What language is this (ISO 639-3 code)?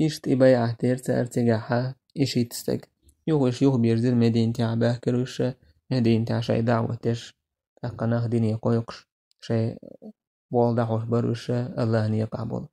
che